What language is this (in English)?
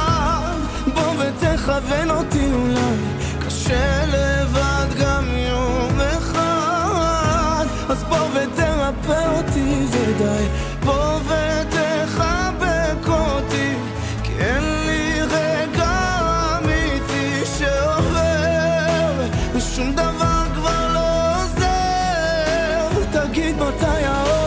Hebrew